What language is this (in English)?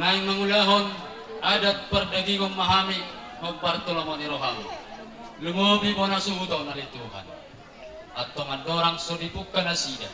Batak Toba